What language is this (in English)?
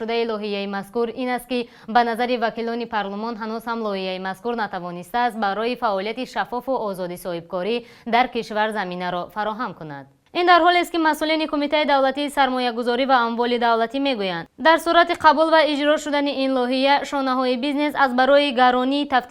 Tajik